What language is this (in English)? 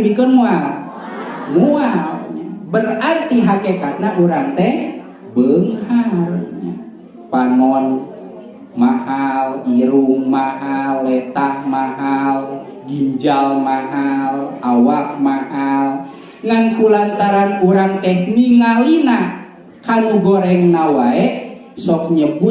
Sundanese